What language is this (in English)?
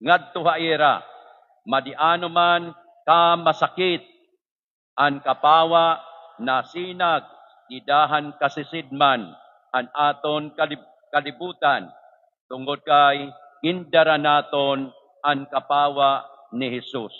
Waray